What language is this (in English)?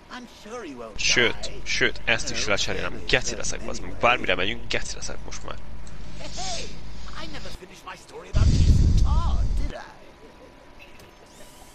Hungarian